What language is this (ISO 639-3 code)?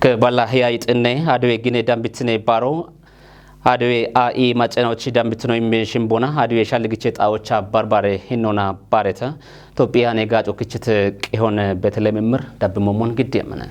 kbr